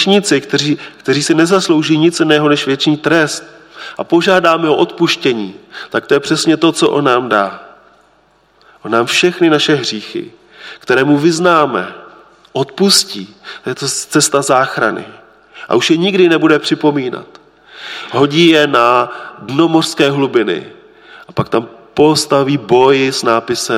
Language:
Czech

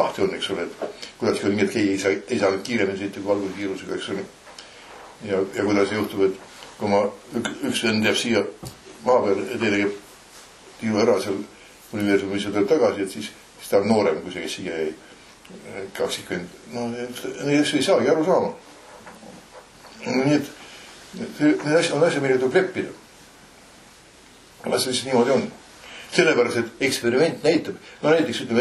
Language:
Estonian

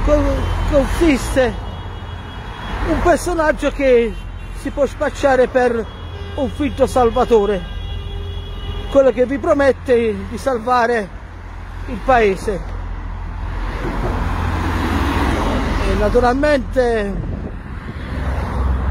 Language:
Italian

